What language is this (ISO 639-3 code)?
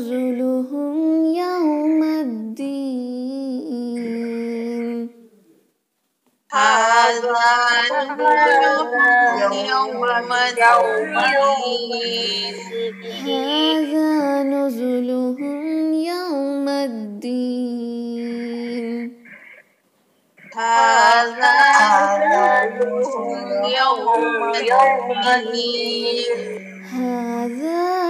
urd